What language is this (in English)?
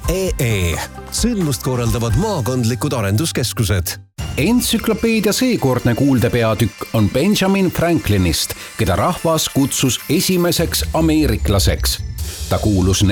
Estonian